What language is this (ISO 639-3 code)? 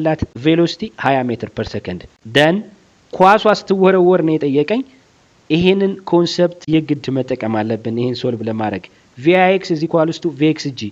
amh